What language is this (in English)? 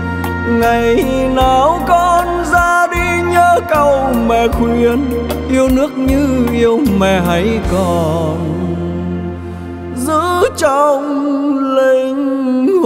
Vietnamese